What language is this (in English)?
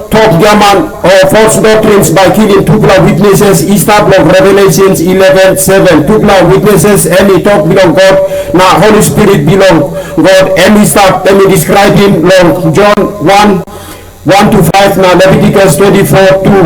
Tok Pisin